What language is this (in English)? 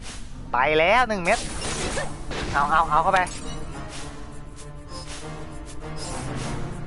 Thai